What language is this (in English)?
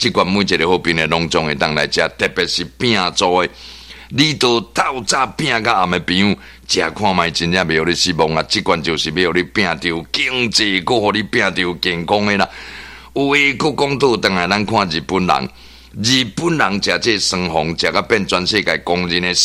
Min Nan Chinese